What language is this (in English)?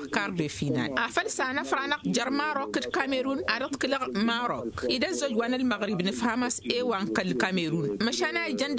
Tamasheq